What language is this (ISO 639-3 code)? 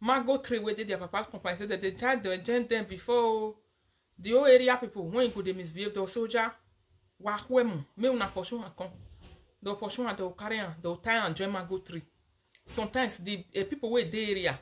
pcm